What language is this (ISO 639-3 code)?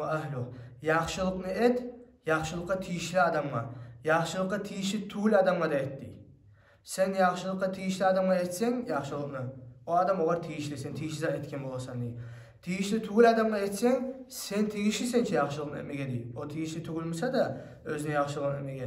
kum